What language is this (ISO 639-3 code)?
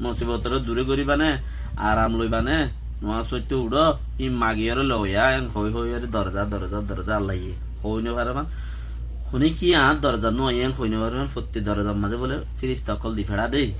rhg